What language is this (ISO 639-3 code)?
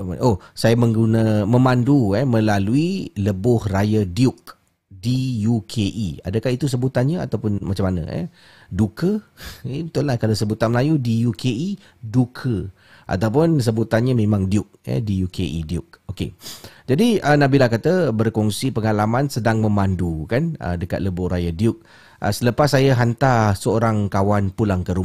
msa